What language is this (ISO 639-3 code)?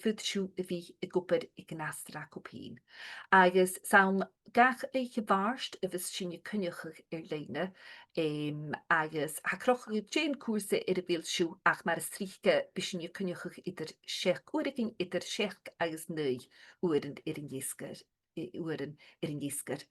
gla